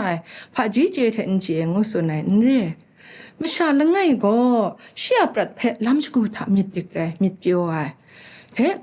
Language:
Kachin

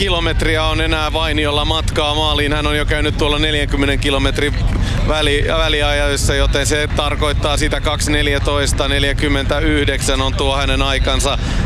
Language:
Finnish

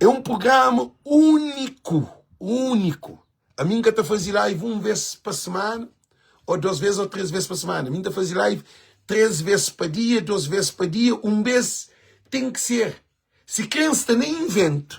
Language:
Kabuverdianu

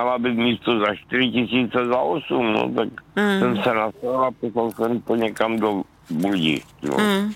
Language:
Czech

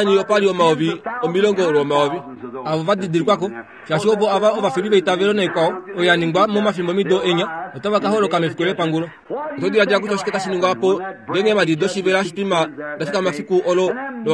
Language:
Kuanyama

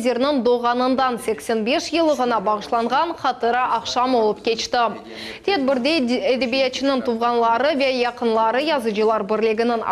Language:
Crimean Tatar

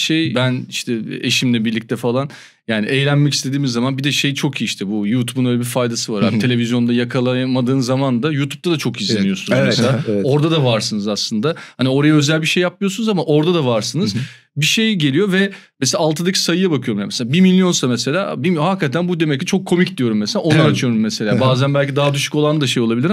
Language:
Turkish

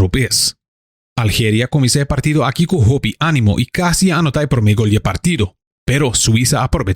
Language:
Papiamento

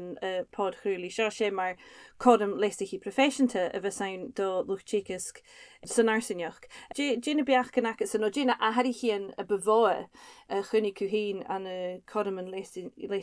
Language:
Scottish Gaelic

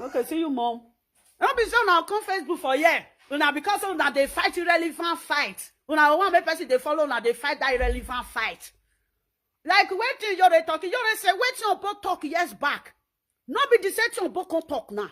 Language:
Nigerian Pidgin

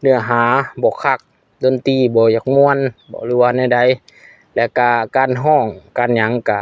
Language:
Lao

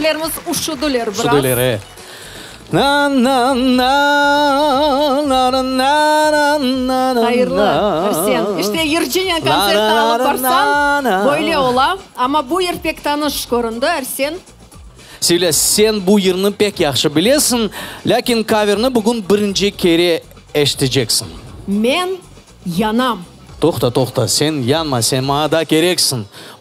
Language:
Crimean Tatar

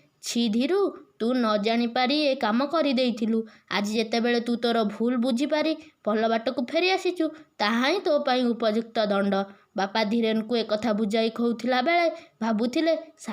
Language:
Odia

